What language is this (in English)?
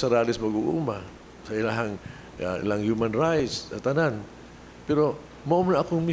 Cebuano